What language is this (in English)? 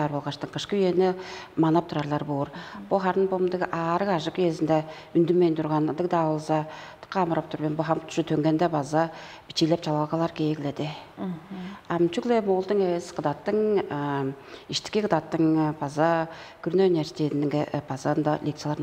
Tuvinian